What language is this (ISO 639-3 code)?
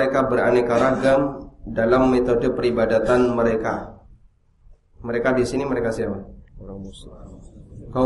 ind